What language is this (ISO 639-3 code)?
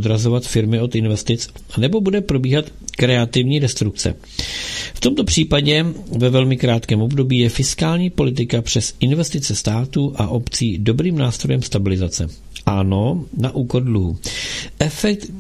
ces